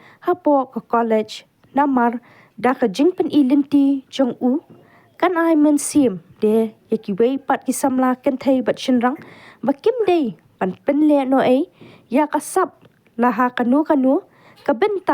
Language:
Khasi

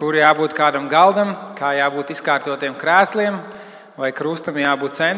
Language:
Latvian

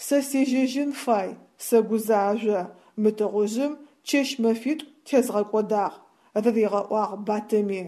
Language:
Adyghe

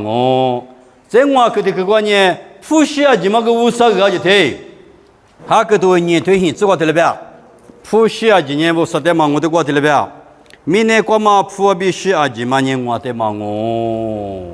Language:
Lisu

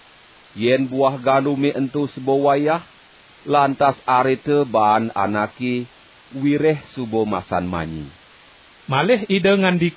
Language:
Balinese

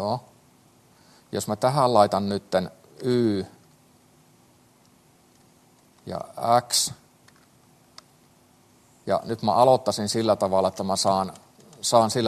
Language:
Finnish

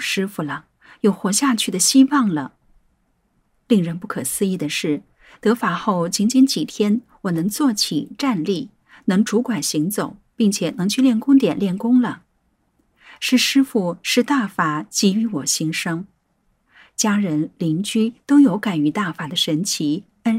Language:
Chinese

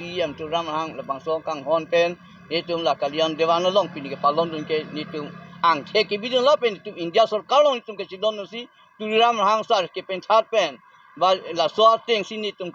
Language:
Karbi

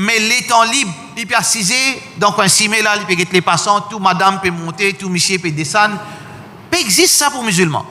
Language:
Morisyen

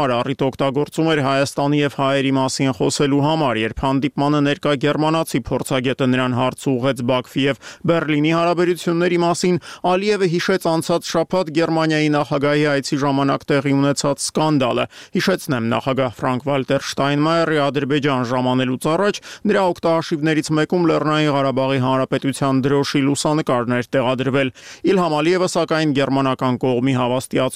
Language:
Armenian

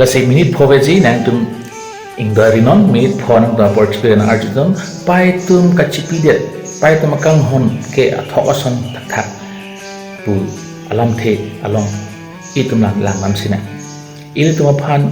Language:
Karbi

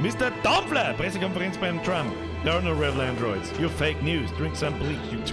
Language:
Bavarian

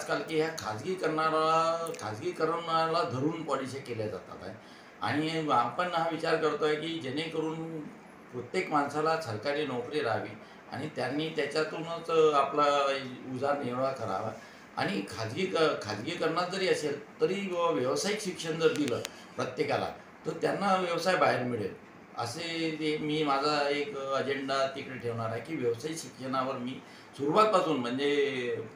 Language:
Marathi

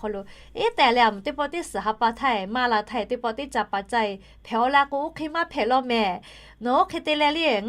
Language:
Lahu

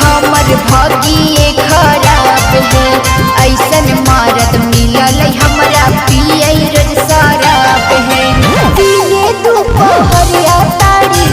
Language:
Magahi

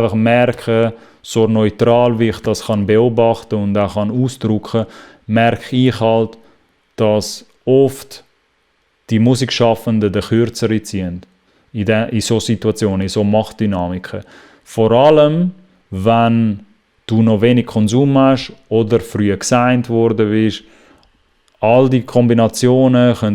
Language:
Swiss German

